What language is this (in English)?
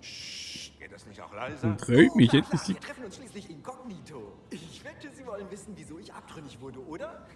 Swiss German